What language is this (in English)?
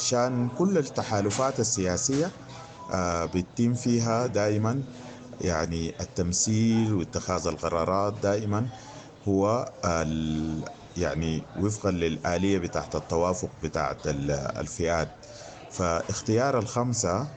Sudanese Arabic